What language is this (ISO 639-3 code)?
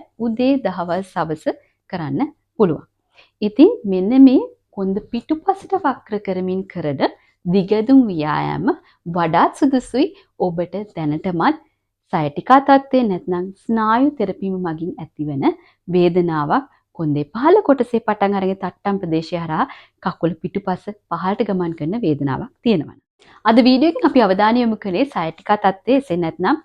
sin